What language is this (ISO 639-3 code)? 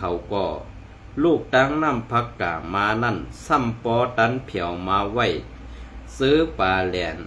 shn